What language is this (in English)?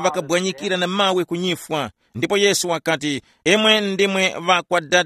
Tumbuka